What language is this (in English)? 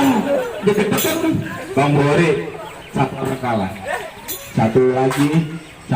Betawi